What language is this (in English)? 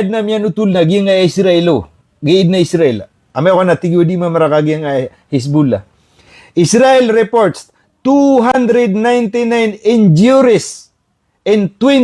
Maranao